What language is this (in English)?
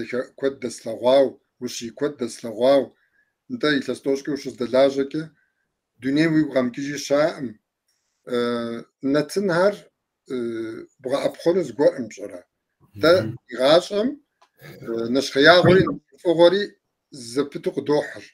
Kabardian